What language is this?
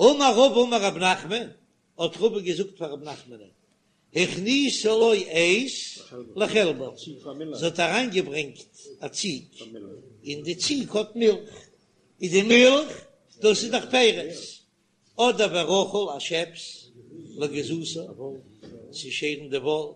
Yiddish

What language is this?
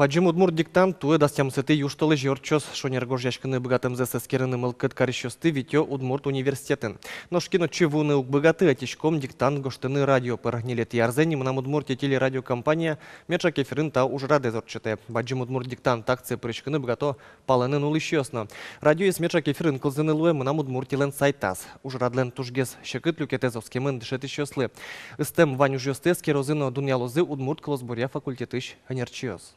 Udmurt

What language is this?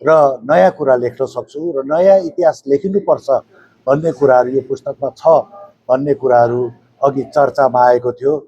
Nepali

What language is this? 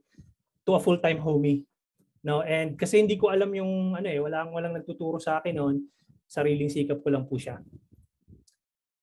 Filipino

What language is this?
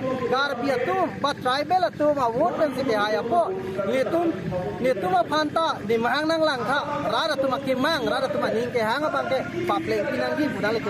Karbi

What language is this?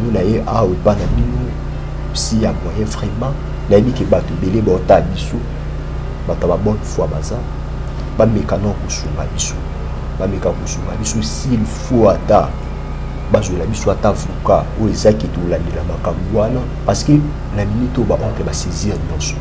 Lingala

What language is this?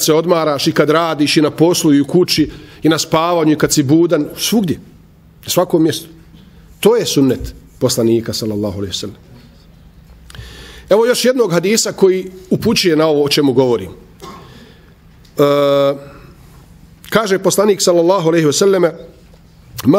Bosnian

